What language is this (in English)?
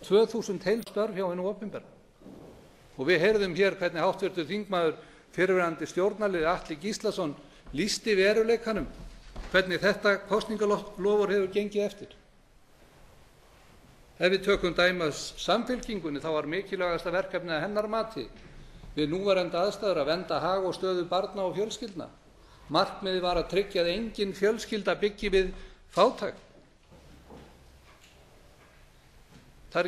Icelandic